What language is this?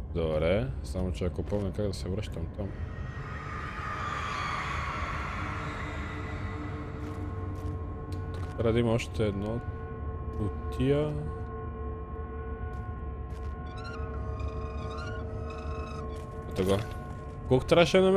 Bulgarian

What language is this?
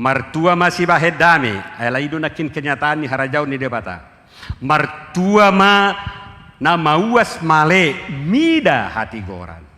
Batak Toba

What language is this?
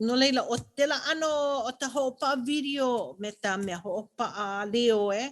Hawaiian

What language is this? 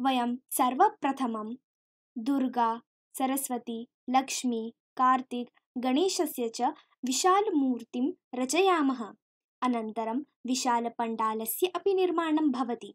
Sanskrit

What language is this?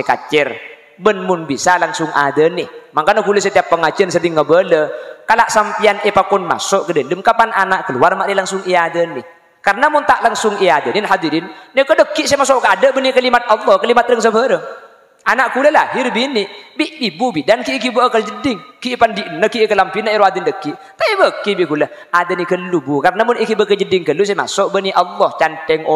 Madurese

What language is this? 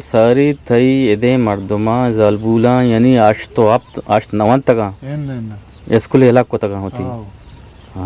Eastern Balochi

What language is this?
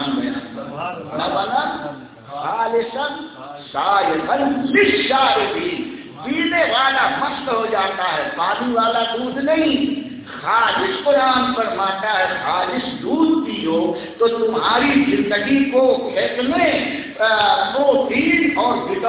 Urdu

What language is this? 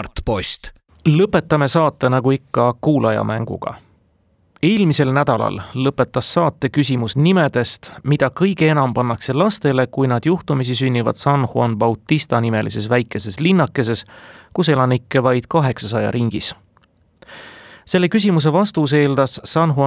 Estonian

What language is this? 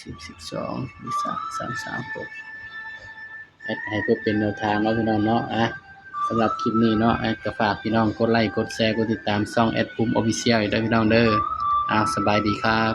Northeastern Thai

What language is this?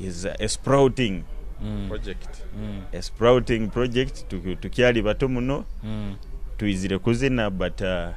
Nyoro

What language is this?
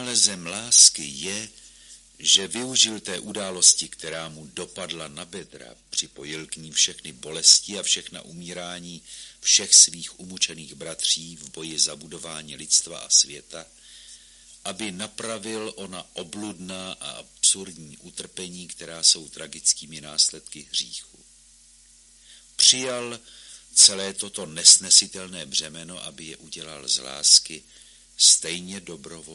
Czech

